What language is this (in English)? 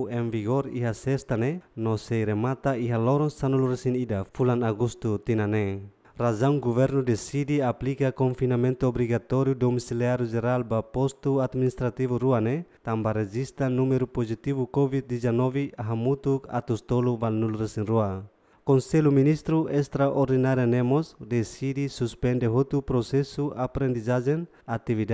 Tetum